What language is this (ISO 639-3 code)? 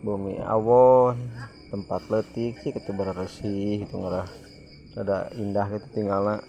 sun